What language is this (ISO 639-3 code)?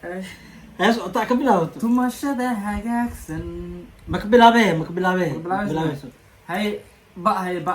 som